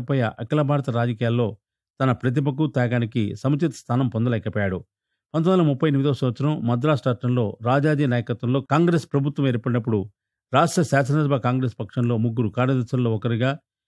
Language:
Telugu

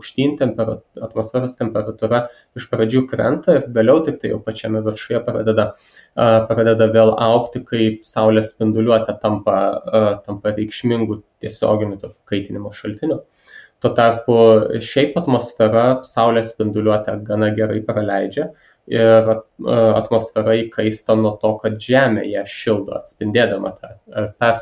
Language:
Lithuanian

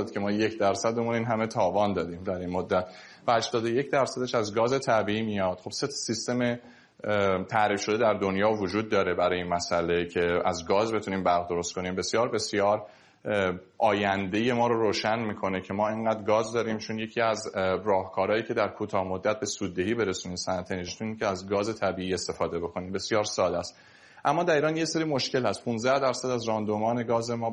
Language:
Persian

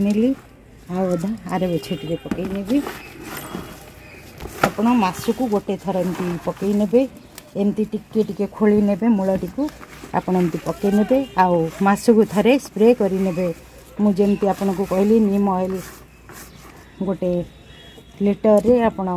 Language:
Odia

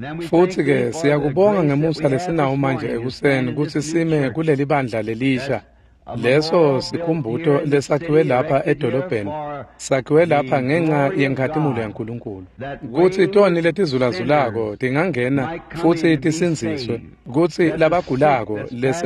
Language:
Swati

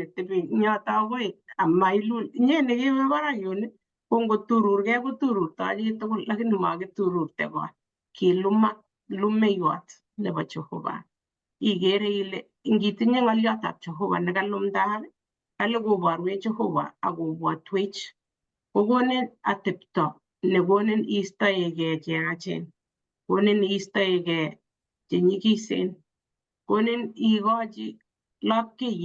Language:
Kalenjin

